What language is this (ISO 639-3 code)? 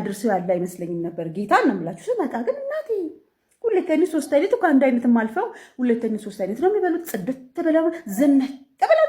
amh